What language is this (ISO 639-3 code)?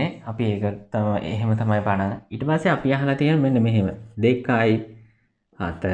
sin